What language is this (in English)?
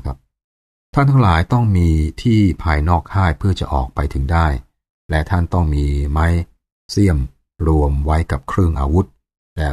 Thai